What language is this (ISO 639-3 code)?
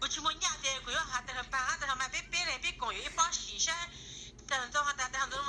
hmn